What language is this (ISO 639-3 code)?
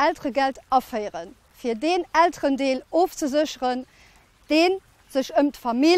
ltz